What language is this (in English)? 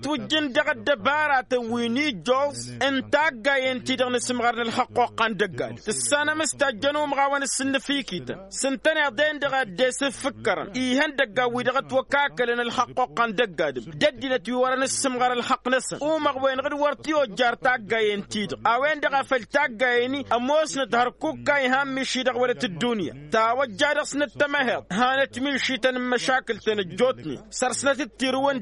Tamasheq